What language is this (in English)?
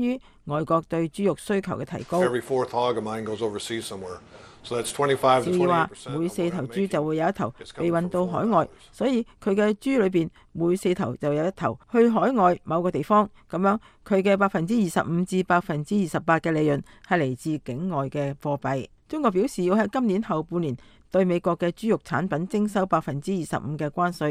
Cantonese